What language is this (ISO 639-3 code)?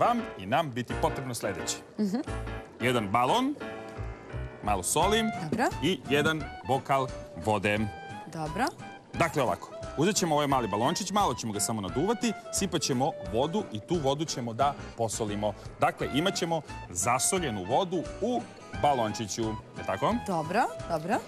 srp